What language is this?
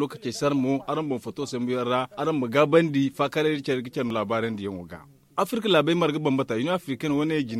Zarma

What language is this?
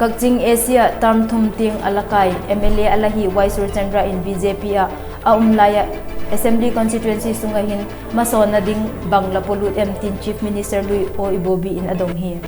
Vaiphei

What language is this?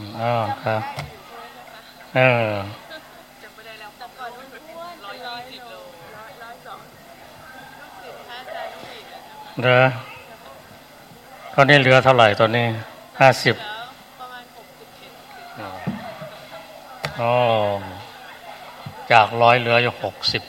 Thai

